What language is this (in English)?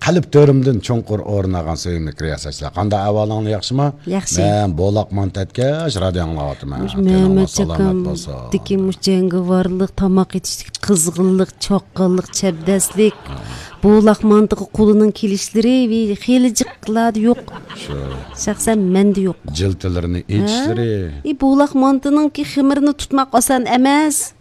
Uyghur